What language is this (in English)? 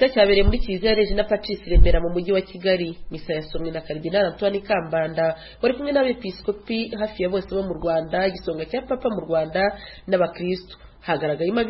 Kinyarwanda